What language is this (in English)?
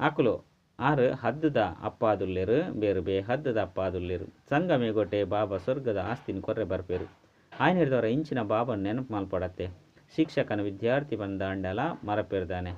Tulu